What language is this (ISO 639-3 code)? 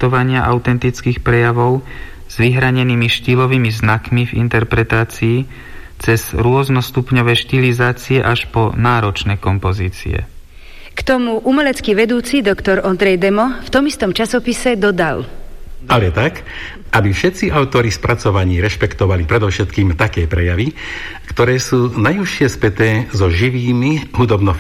slk